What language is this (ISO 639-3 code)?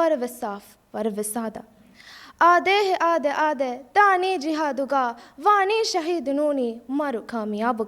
div